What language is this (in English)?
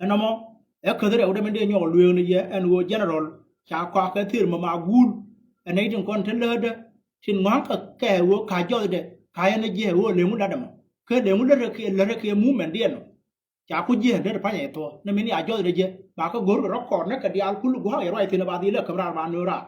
Nuer